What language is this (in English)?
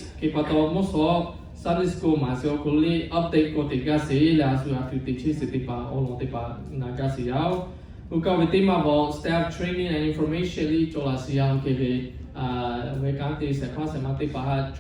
Lahu